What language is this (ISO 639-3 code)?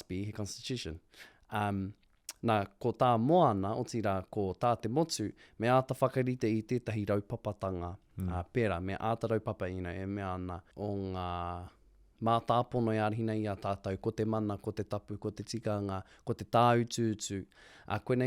mri